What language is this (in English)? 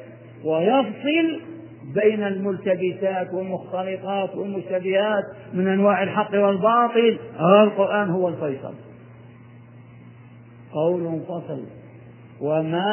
Arabic